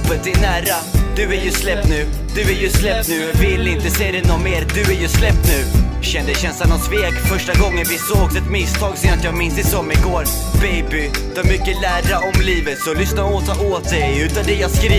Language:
Swedish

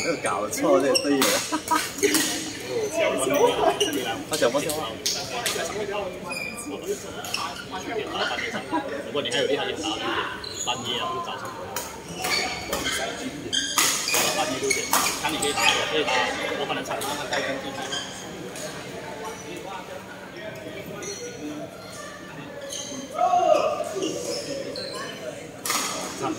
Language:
Chinese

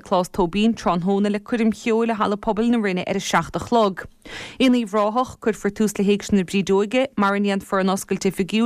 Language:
Irish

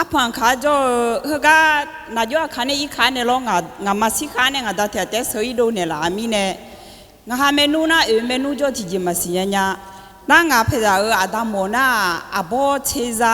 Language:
Akha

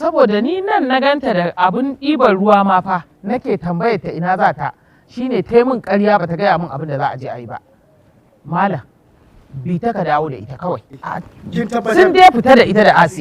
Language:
Hausa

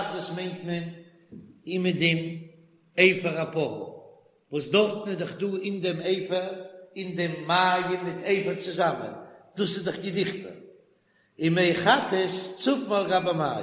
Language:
Yiddish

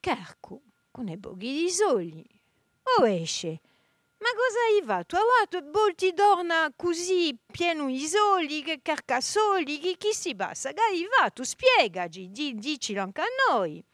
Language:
Corsican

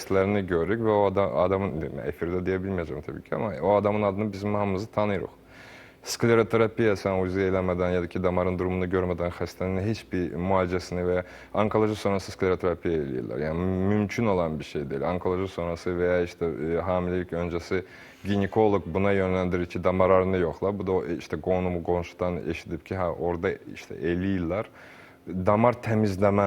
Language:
Azerbaijani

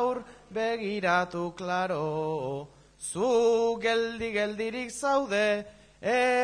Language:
Basque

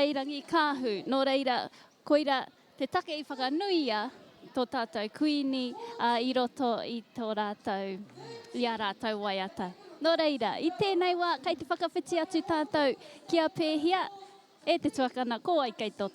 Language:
Māori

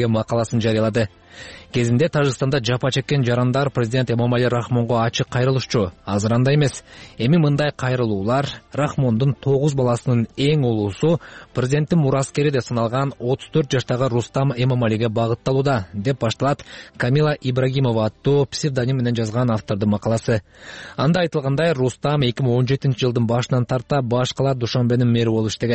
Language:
Kyrgyz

